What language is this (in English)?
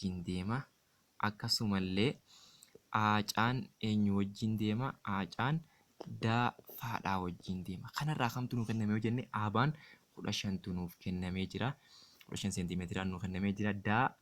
Oromo